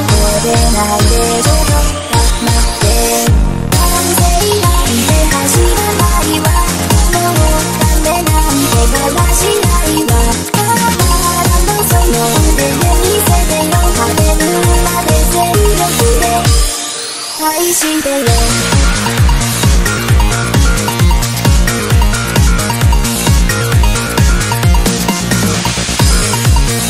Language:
Japanese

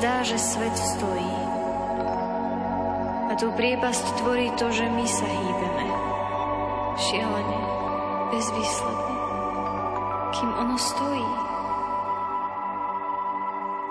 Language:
Slovak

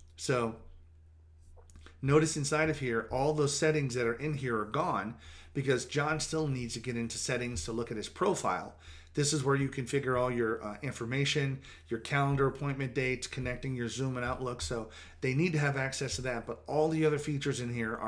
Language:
English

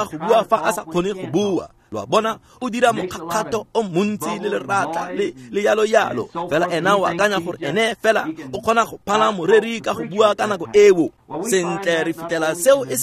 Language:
Tswana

